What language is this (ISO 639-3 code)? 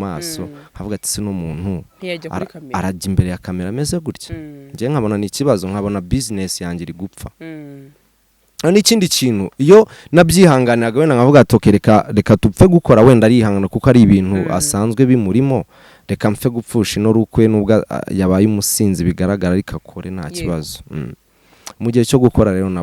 kin